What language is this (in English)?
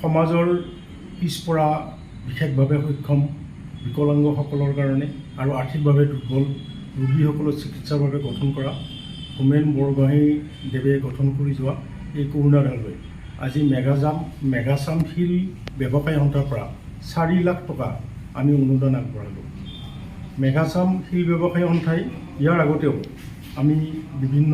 Assamese